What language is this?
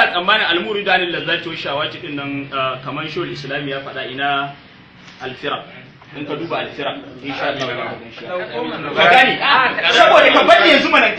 Hausa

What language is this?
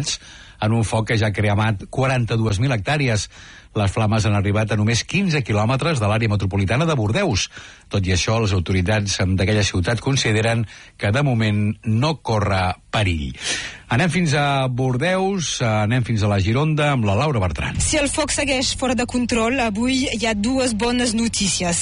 Catalan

